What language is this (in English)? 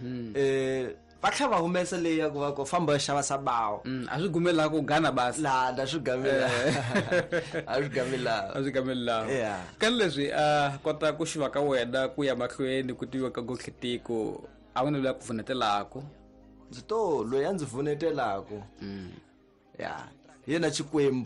Tsonga